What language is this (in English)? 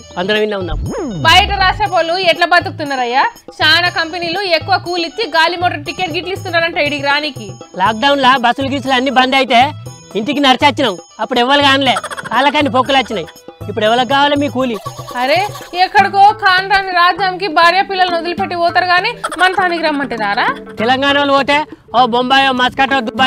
Telugu